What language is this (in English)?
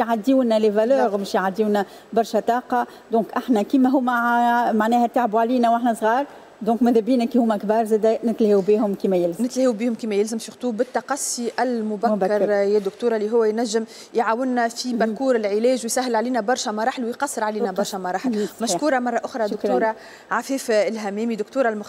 Tunisian Arabic